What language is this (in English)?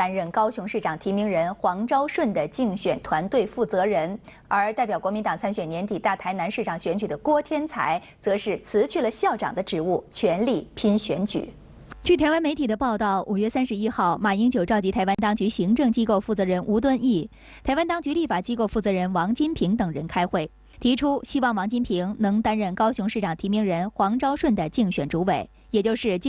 Chinese